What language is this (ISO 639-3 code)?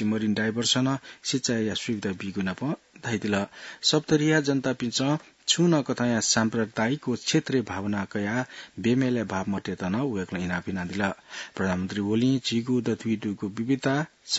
new